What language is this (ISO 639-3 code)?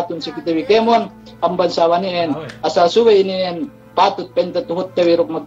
yka